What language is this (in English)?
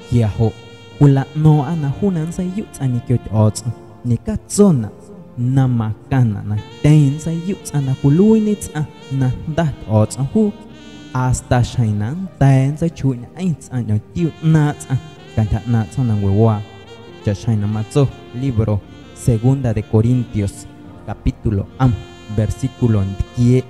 Guerrero Amuzgo